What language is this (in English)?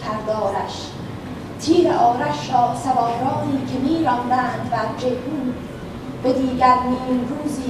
Persian